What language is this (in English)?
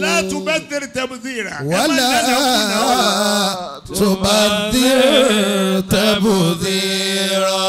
Yoruba